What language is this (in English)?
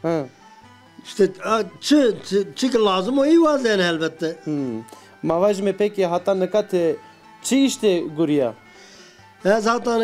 Zaza